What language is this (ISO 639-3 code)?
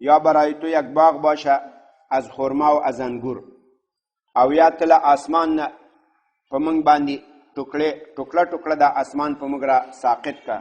pus